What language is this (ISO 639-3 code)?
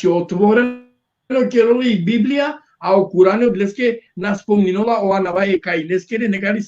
rmn